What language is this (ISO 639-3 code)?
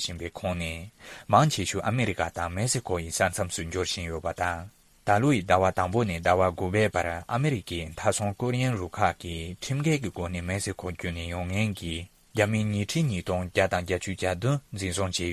bod